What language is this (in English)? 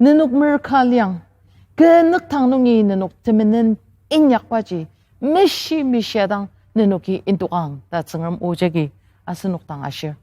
Ao Naga